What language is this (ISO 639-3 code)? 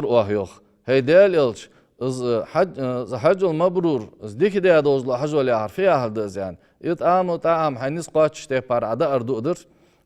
inh